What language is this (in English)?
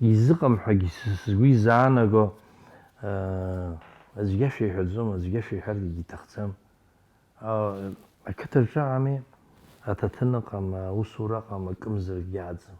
Abkhazian